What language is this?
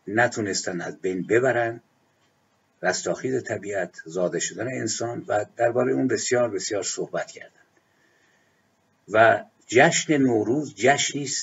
Persian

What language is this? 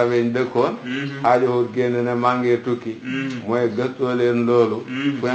Wolof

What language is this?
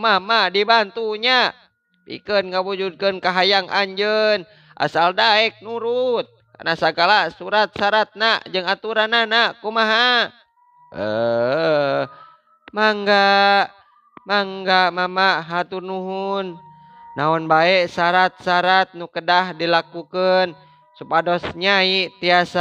Sundanese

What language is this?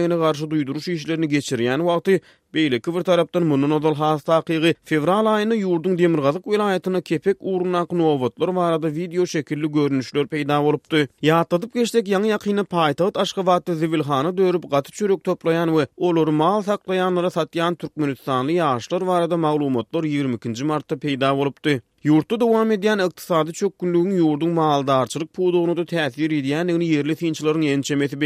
Turkmen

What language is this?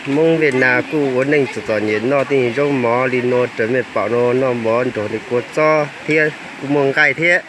Hmong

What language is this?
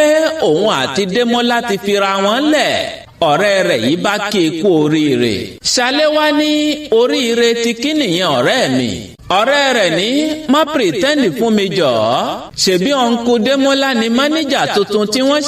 Yoruba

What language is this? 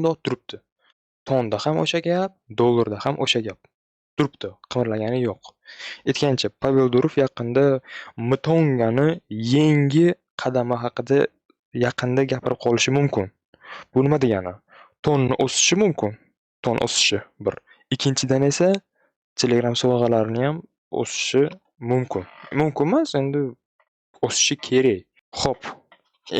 Uzbek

